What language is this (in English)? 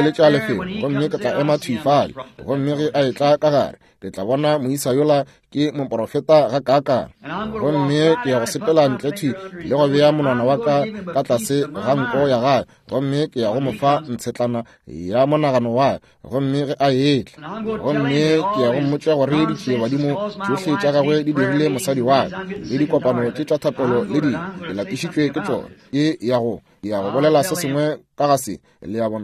Northern Sotho